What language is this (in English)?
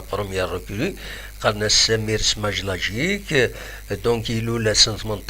Kabyle